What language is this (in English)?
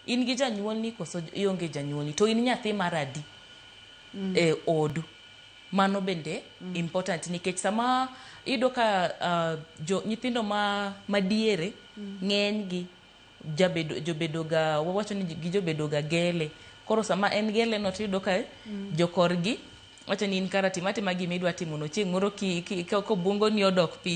Luo (Kenya and Tanzania)